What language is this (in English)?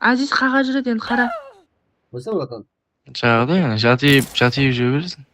Kara-Kalpak